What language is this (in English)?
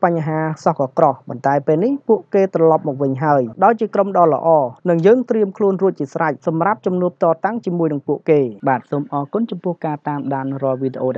Khmer